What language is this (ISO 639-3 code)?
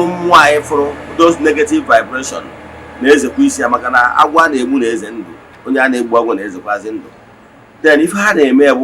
ibo